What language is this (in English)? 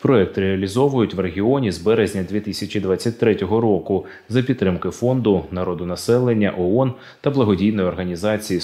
Ukrainian